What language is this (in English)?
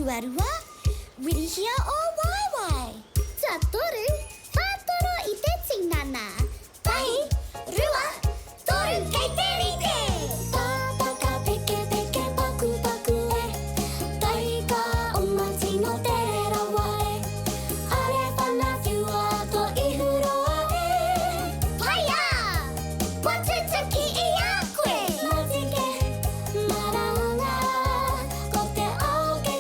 Māori